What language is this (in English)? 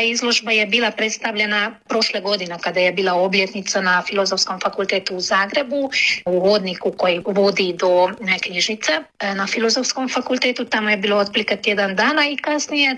Croatian